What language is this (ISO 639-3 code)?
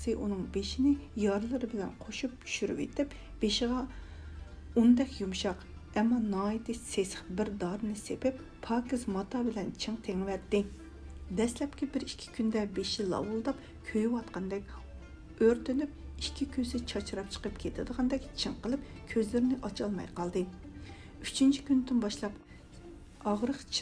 uig